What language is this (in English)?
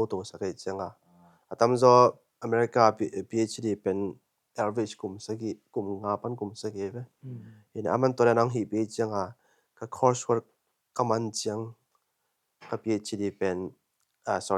Tedim Chin